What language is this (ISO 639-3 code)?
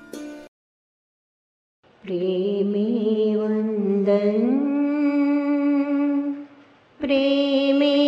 guj